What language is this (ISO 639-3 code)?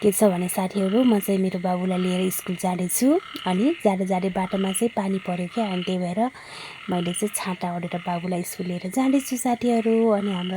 nep